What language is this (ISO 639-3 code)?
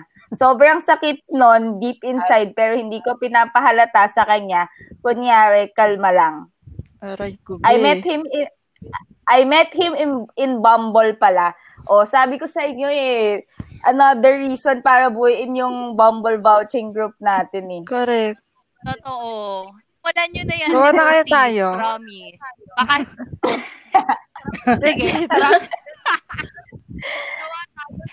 fil